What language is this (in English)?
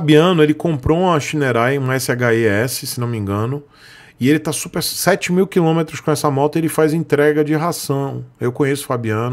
Portuguese